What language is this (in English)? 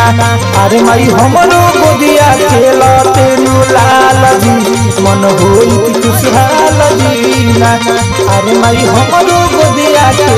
Bhojpuri